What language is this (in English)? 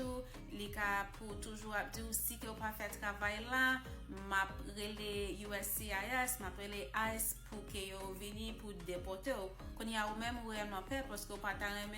Haitian Creole